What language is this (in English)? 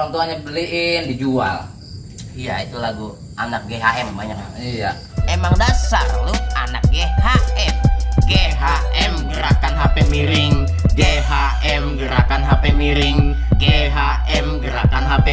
Betawi